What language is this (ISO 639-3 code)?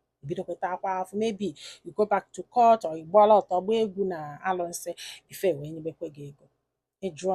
ibo